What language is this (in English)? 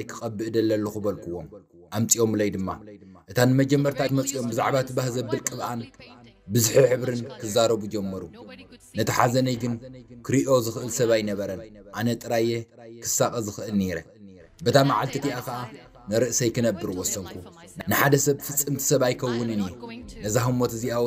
Tigrinya